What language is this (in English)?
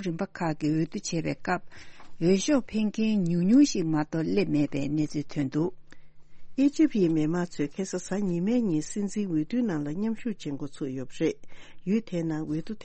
Tibetan